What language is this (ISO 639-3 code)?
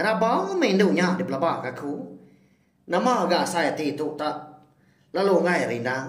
iba